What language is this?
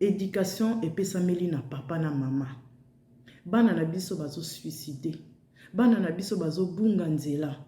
Lingala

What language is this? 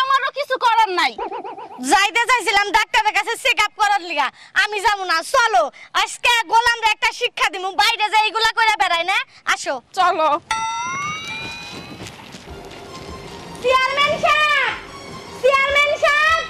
Bangla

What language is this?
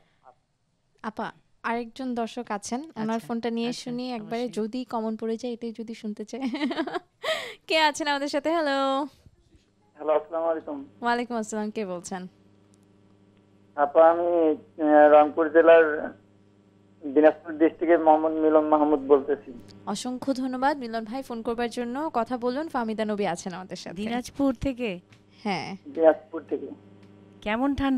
Bangla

